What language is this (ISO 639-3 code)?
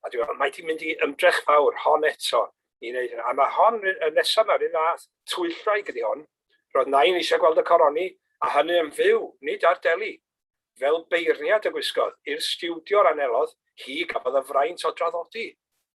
cym